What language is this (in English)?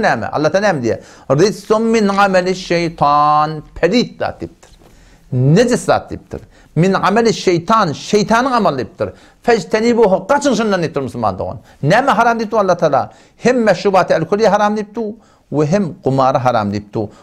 Turkmen